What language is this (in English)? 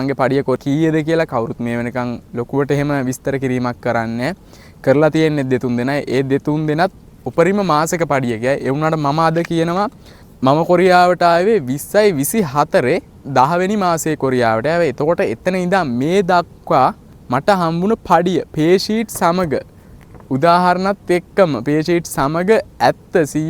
Sinhala